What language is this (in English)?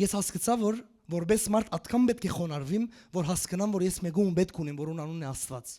Western Armenian